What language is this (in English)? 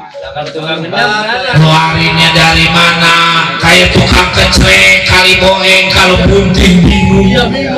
Betawi